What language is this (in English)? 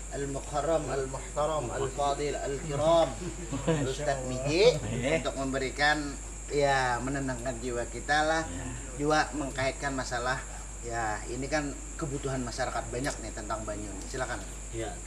Banjar